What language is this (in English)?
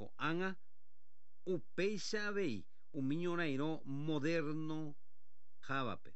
Guarani